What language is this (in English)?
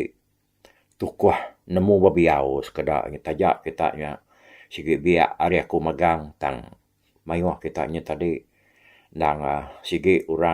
Iban